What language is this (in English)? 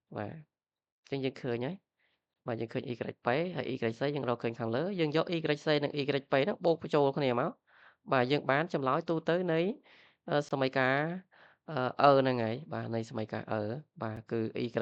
Khmer